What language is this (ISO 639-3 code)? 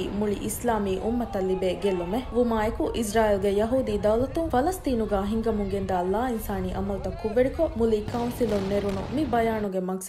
div